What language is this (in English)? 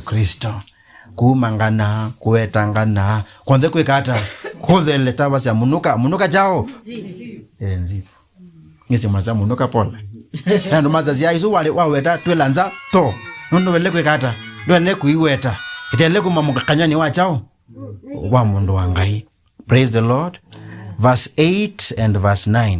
Kamba